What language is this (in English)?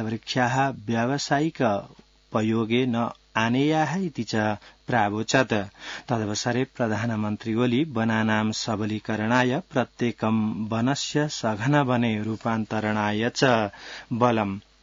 Sanskrit